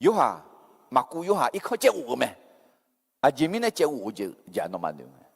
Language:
Akha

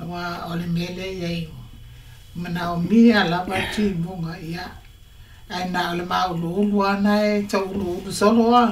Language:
Samoan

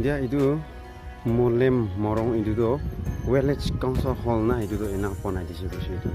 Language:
Naga Pidgin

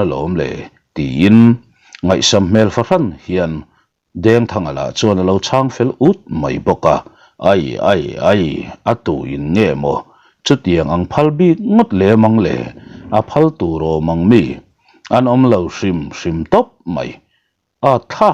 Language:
Mizo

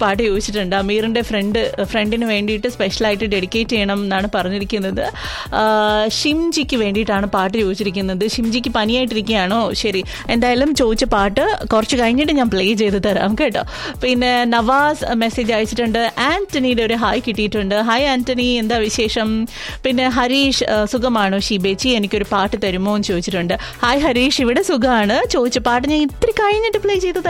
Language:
Malayalam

